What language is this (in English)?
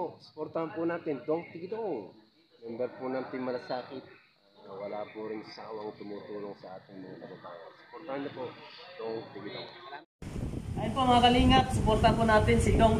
Filipino